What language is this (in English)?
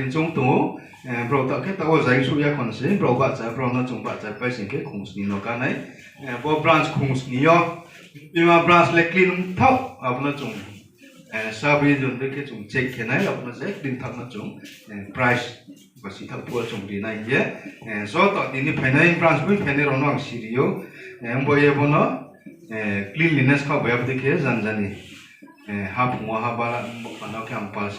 Riang (India)